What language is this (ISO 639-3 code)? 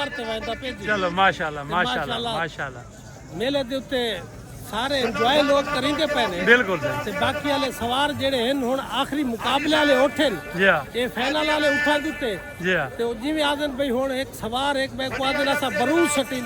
skr